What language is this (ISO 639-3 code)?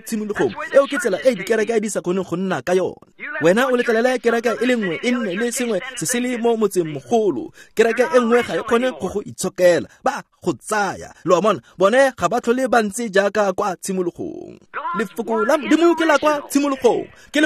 tsn